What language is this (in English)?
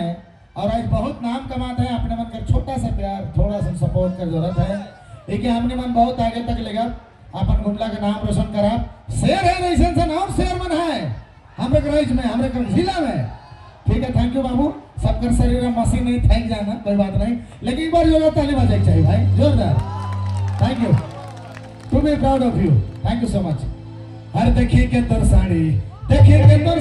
Sadri